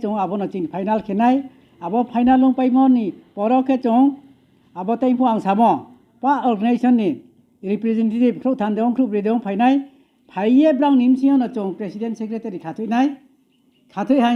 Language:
Riang (India)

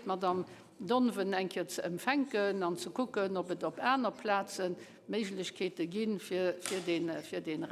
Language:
Luxembourgish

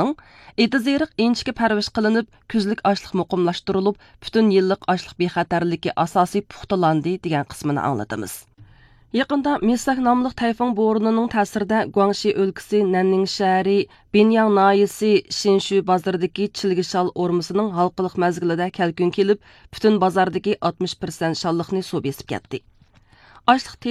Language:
Uyghur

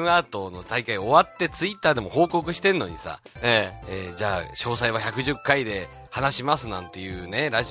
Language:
Japanese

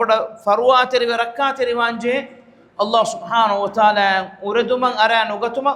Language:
Divehi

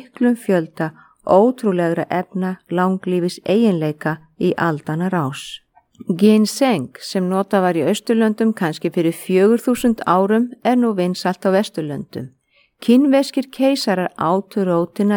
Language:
Icelandic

